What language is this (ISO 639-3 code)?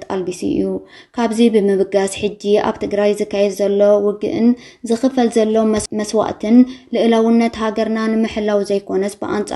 tir